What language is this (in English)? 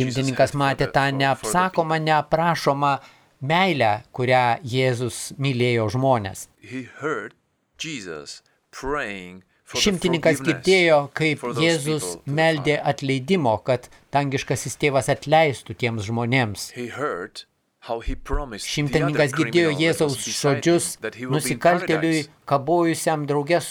Lithuanian